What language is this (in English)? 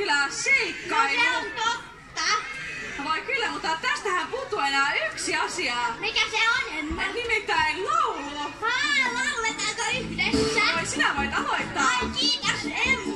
Finnish